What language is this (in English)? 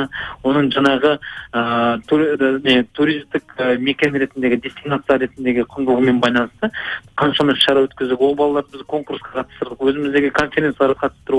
Kazakh